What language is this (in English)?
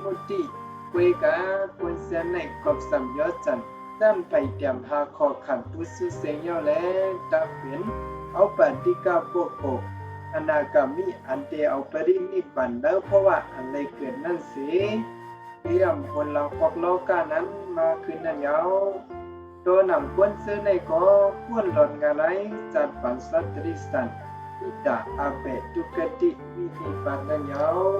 Shan